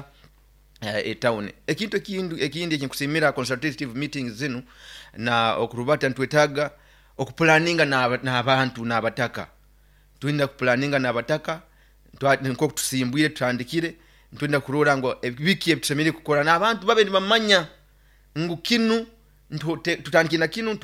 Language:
Nyoro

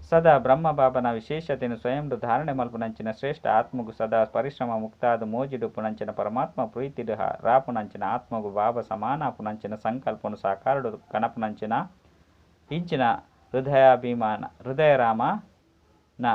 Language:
Tulu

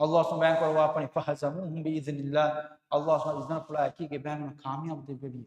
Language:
Divehi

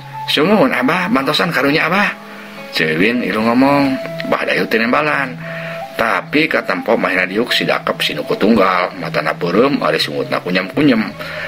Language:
Sundanese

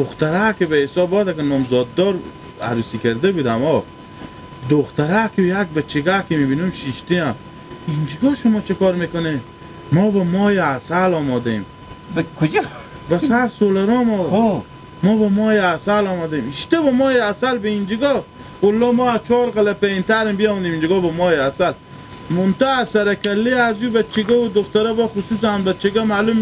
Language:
Hazaragi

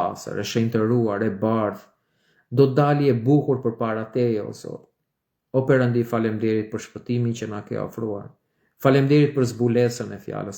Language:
Albanian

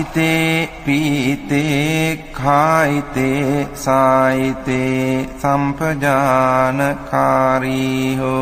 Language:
Pali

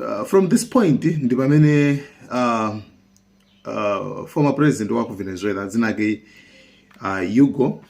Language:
Nyanja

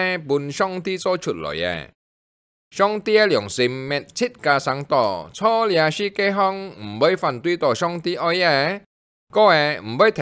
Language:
Hakka Chinese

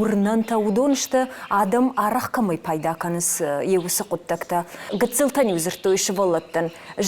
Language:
Ossetic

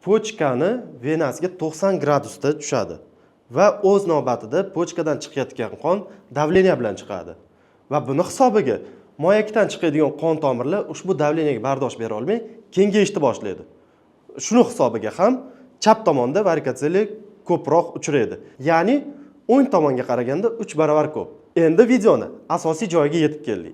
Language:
Uzbek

